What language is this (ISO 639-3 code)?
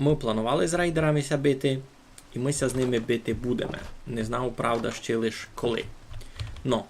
rue